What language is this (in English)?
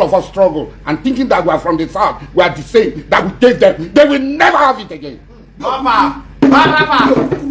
Nigerian Pidgin